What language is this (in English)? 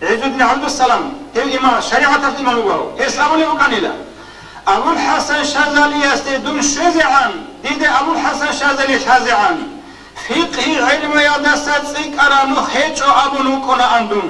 Avaric